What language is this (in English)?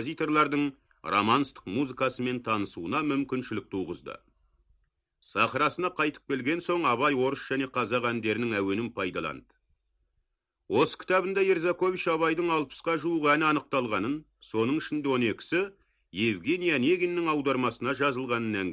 Kazakh